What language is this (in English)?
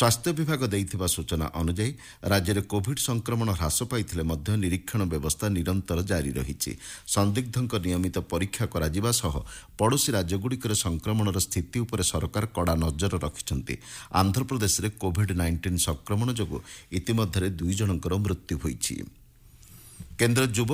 Odia